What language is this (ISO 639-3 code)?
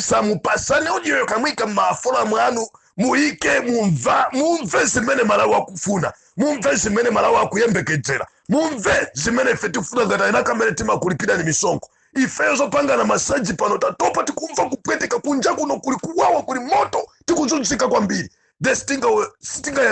nya